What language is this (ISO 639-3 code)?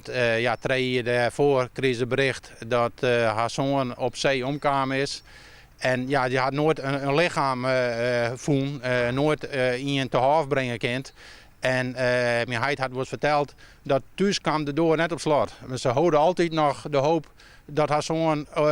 fry